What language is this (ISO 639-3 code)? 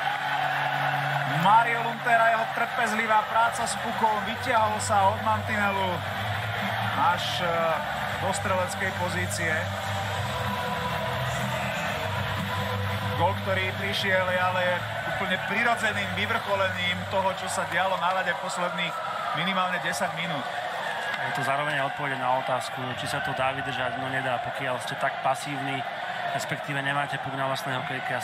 slk